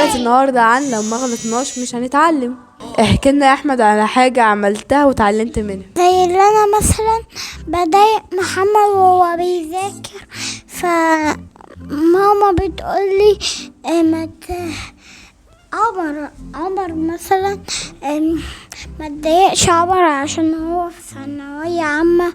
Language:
Egyptian Arabic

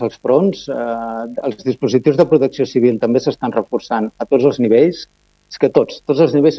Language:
Catalan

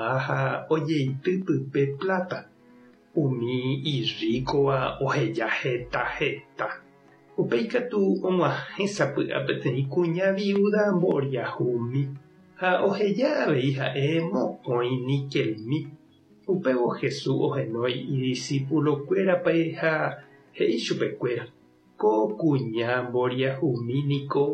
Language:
Guarani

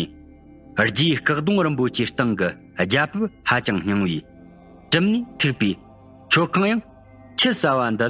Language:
Tibetan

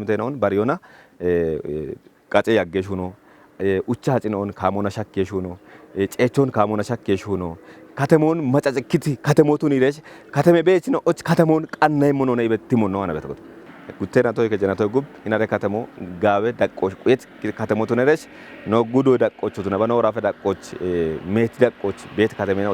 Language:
Kafa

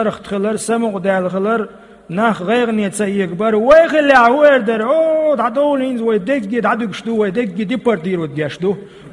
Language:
Chechen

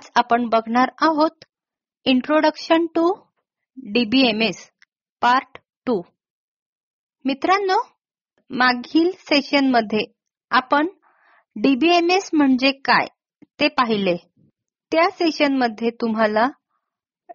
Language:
Marathi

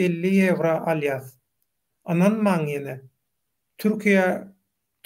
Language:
Turkmen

